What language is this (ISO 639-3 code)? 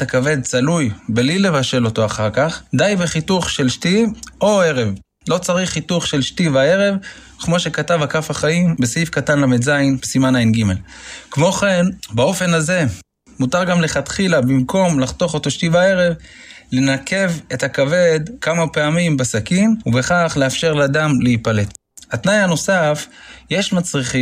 heb